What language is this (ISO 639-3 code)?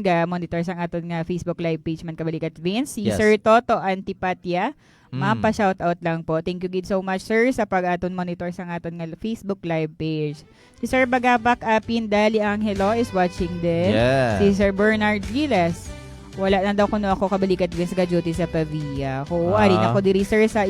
hil